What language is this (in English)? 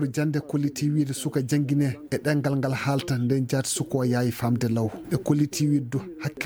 Fula